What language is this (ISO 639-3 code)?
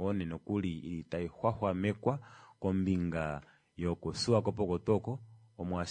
kua